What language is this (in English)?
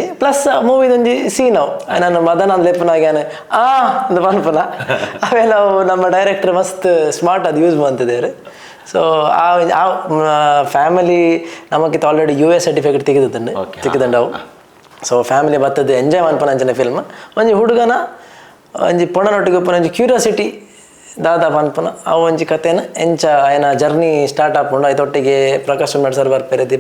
Tulu